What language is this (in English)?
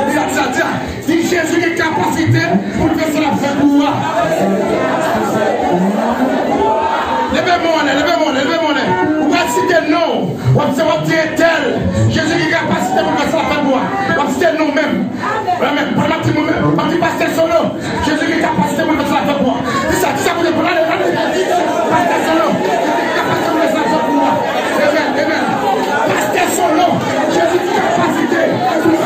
French